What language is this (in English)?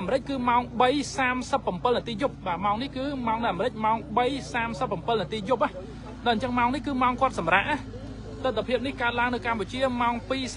Khmer